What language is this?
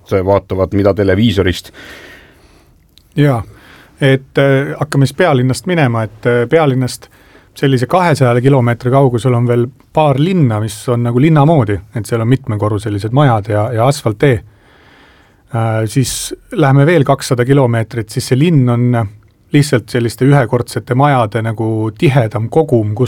Estonian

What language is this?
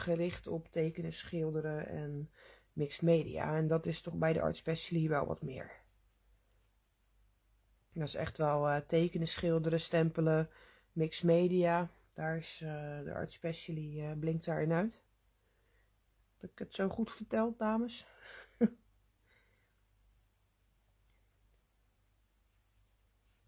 Dutch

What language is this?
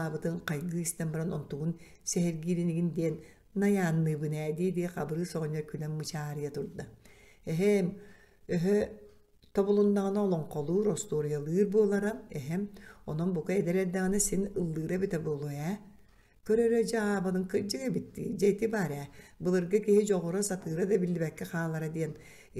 Yakut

